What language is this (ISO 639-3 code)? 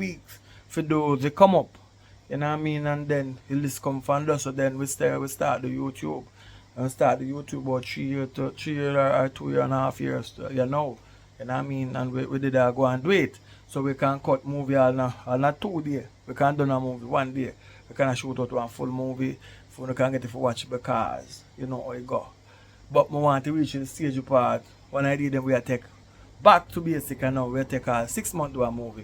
jam